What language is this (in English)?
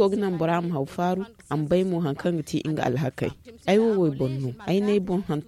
Zarma